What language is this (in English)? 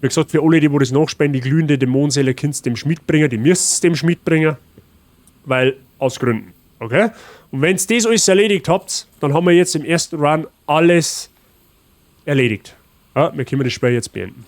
Bavarian